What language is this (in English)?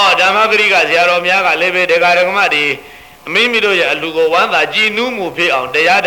Burmese